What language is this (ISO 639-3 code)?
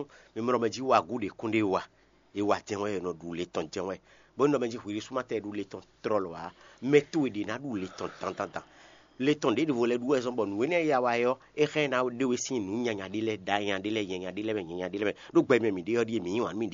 fon